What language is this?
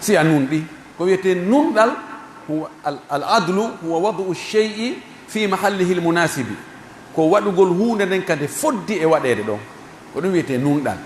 Pular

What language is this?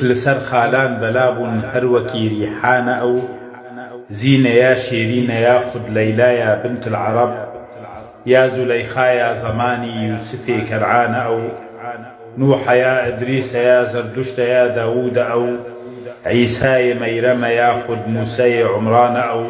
Kurdish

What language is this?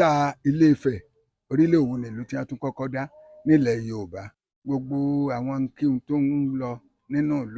Yoruba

